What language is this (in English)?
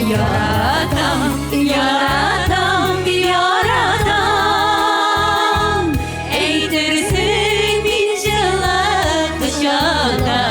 Tatar